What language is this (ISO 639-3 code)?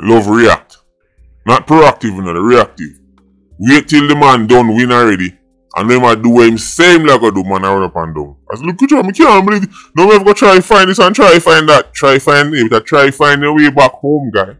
jam